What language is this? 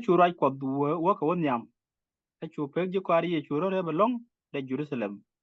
Nuer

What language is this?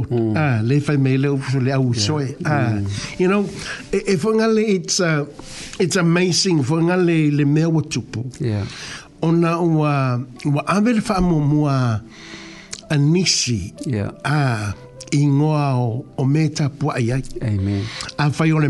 Samoan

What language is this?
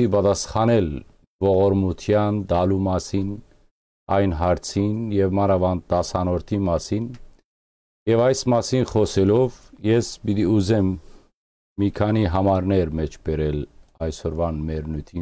Western Armenian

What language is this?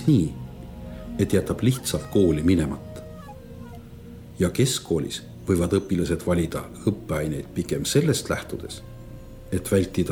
Estonian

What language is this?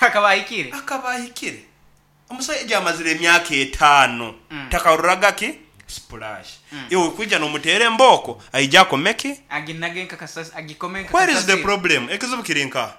Nyankole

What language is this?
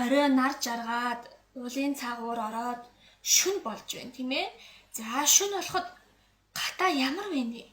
Mongolian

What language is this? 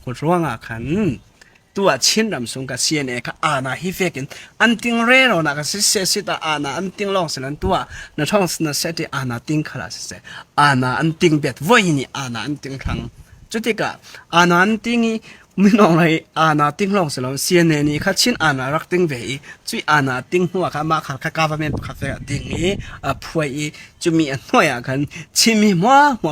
Falam Chin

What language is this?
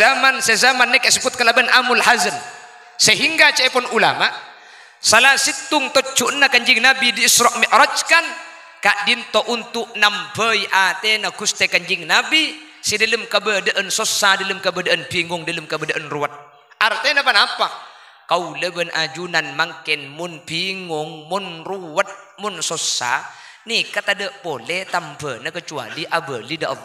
Madurese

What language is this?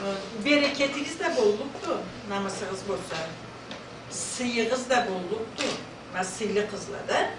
Karachay-Balkar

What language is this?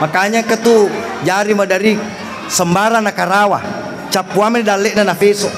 Buginese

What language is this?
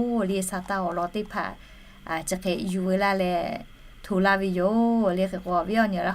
Lahu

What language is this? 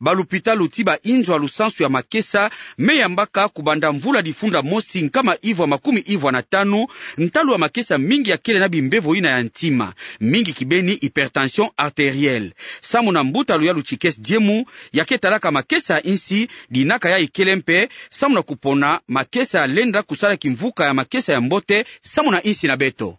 Kituba (Democratic Republic of Congo)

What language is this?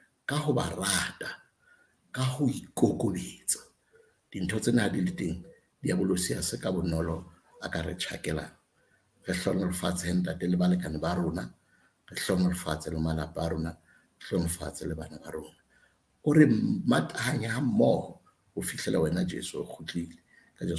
Southern Sotho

